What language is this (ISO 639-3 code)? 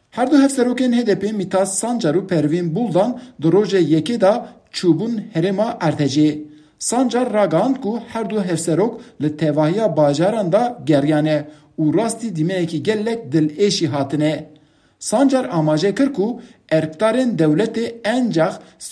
kur